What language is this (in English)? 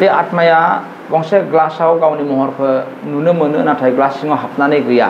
Bodo